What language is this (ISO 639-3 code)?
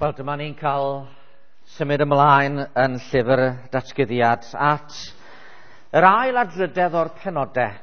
cym